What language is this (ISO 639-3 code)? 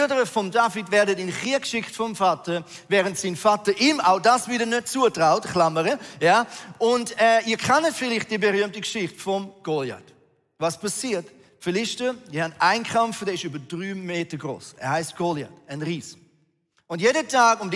gsw